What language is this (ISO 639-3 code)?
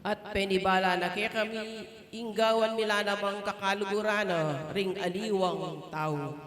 pam